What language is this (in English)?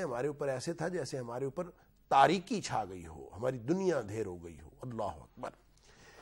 Urdu